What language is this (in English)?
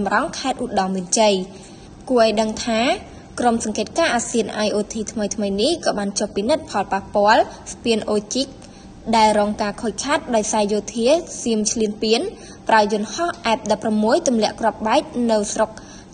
Khmer